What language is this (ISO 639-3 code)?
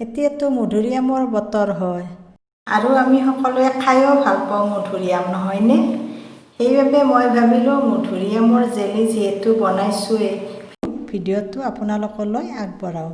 asm